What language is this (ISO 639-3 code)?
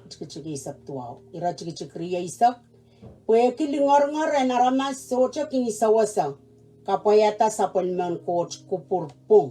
pon